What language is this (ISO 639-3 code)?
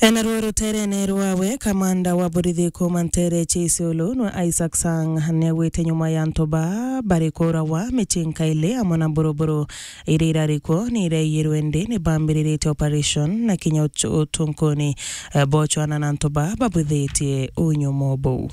mer